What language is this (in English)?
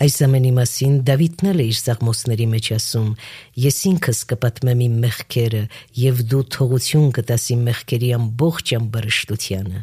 Armenian